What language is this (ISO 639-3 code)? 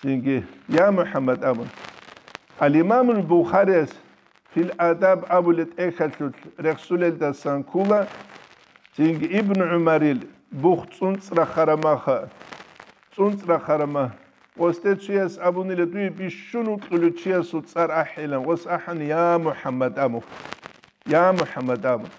ava